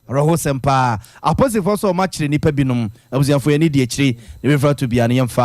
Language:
Akan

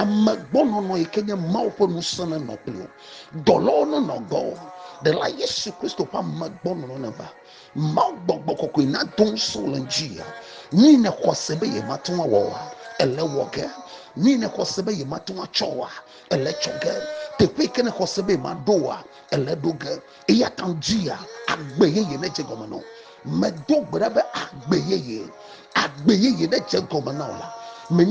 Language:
Ewe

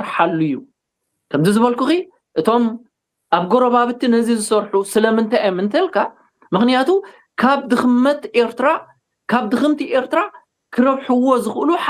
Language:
Tigrinya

